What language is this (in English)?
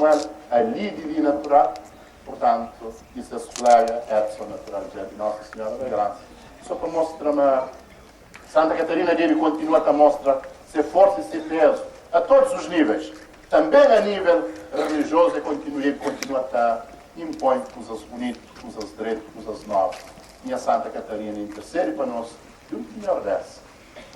Kabuverdianu